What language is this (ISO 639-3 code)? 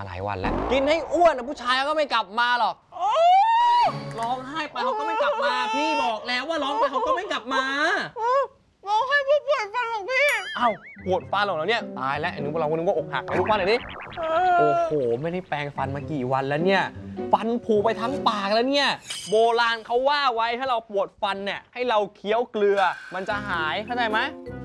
tha